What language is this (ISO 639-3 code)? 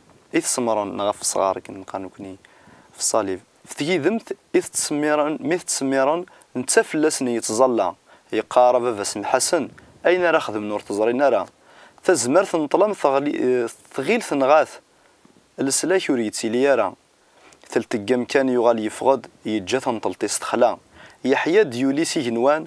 kab